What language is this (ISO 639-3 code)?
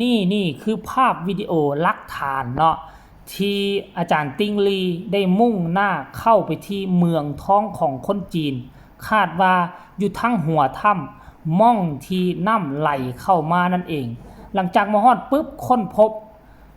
tts